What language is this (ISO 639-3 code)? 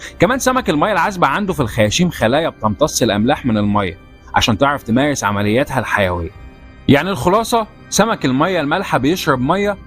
arz